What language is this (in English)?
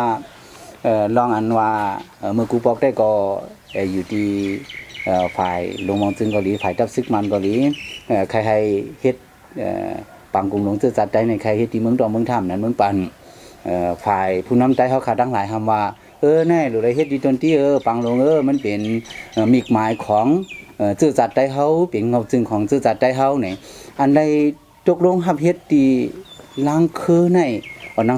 Shan